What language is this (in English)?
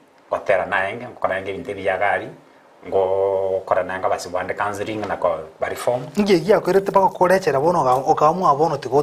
Gusii